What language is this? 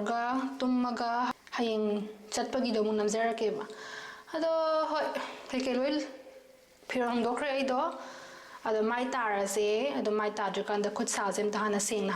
Manipuri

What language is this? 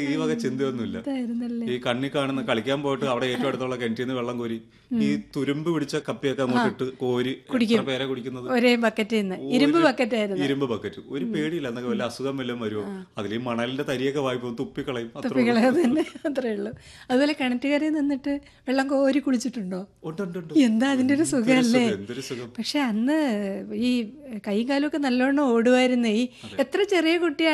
Malayalam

